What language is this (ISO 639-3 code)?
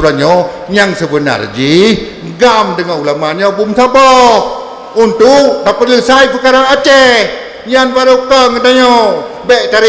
ace